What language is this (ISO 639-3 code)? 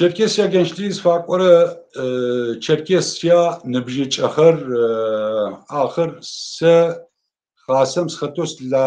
ady